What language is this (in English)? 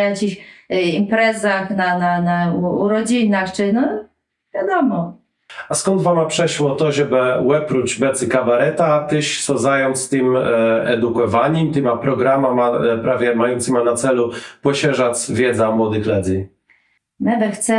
Kashubian